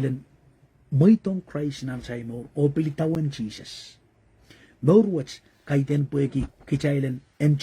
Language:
Pohnpeian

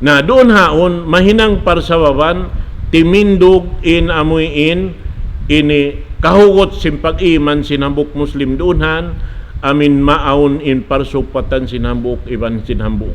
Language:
Tausug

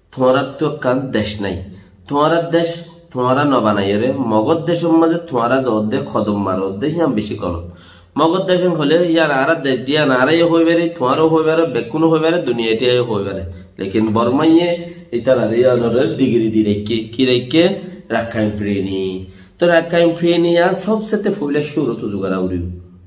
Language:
Rohingya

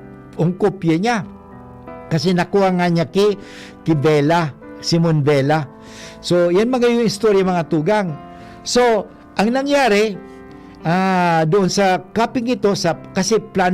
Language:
Bikol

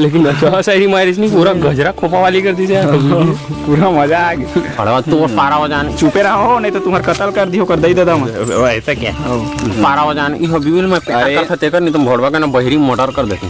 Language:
Chhattisgarhi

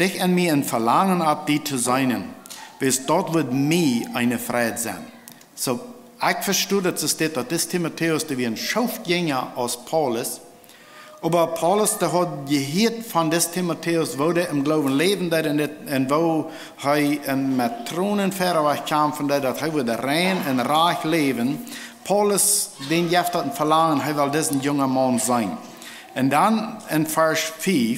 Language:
Plautdietsch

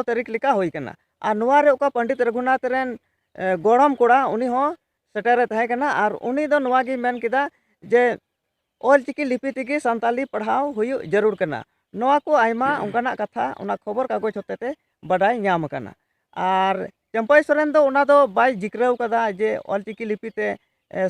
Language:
Santali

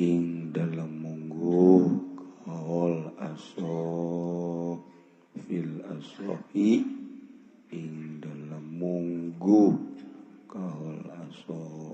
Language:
Sundanese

